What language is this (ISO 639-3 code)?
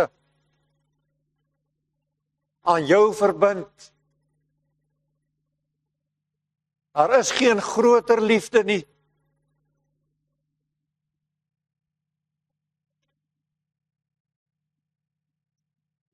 afr